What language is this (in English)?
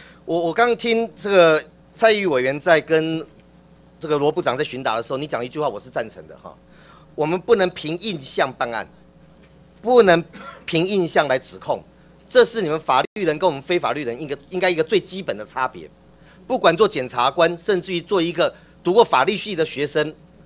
Chinese